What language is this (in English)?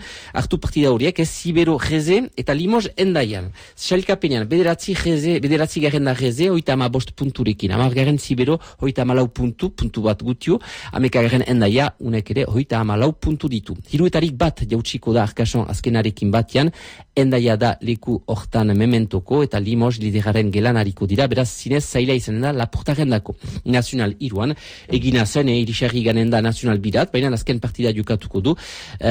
Basque